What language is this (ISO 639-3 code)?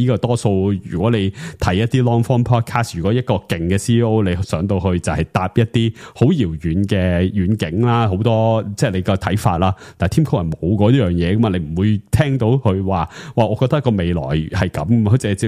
yue